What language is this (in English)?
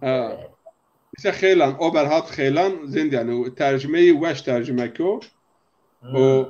Zaza